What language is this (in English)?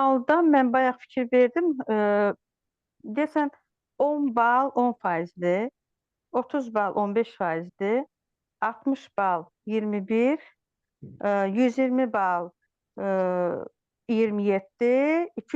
Azerbaijani